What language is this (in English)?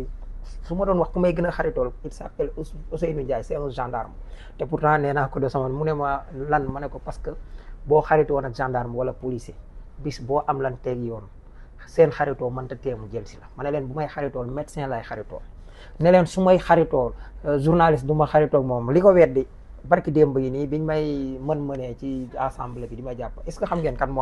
Wolof